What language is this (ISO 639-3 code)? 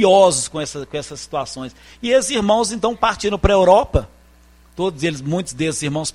por